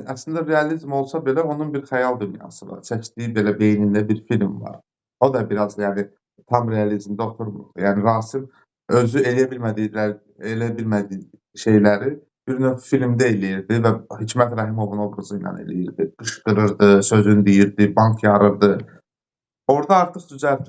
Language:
Azerbaijani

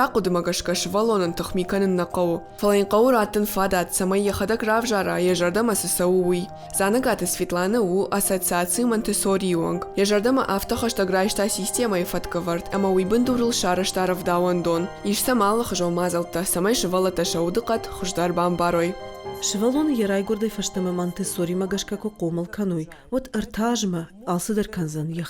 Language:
Ossetic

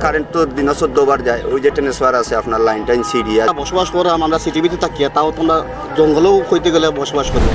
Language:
Sylheti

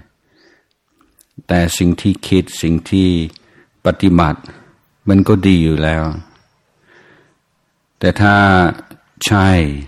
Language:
Thai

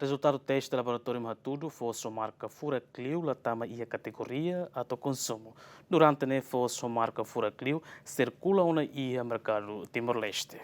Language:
Tetum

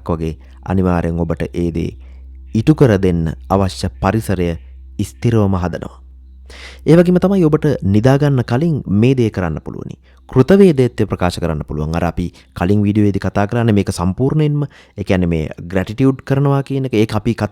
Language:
Sinhala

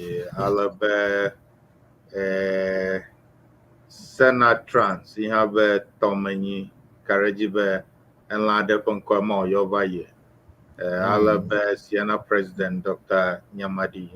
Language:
Ewe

